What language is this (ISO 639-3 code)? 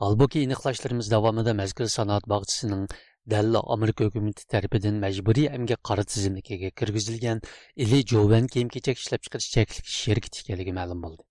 uig